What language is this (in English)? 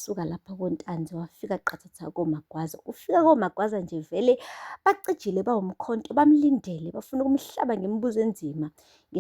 Zulu